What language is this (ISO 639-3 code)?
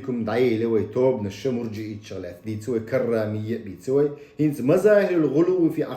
che